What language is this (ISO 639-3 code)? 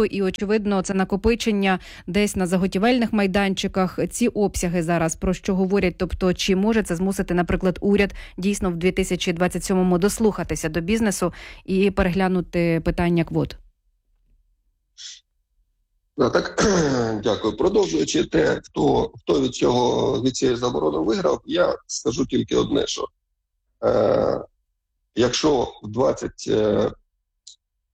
ukr